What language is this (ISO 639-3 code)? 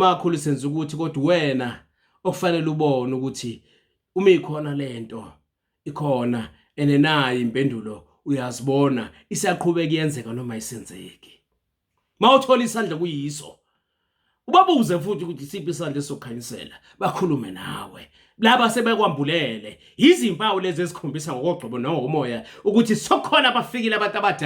zul